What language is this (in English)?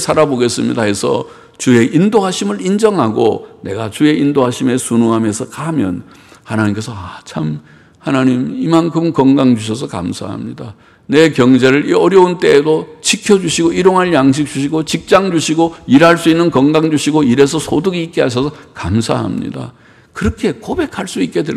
Korean